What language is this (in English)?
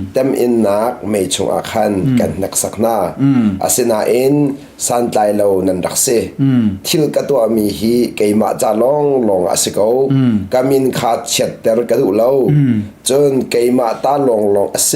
Hakha Chin